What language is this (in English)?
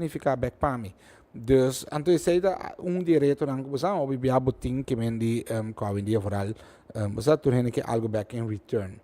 Papiamento